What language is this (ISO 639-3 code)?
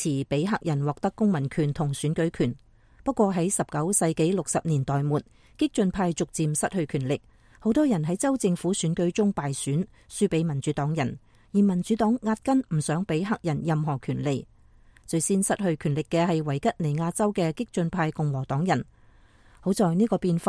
yue